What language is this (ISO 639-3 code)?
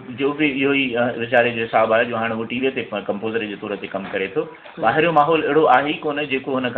snd